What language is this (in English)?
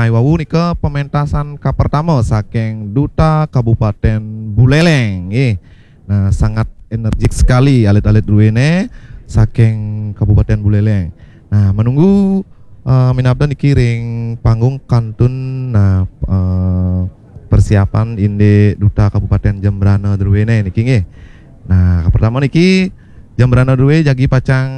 Balinese